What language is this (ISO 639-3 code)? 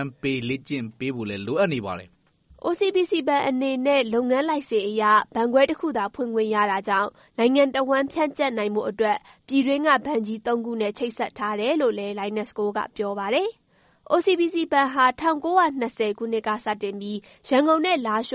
mya